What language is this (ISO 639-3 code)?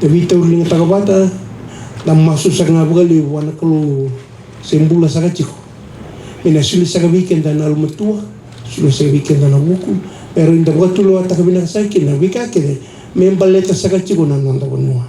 fij